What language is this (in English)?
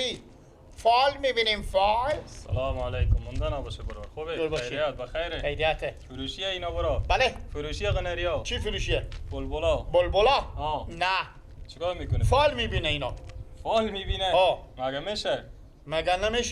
Persian